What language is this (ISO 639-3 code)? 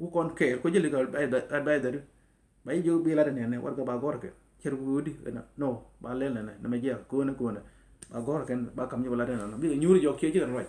nus